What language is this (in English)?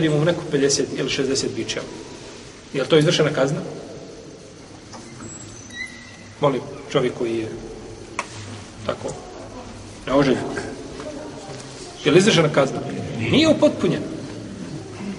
Bosnian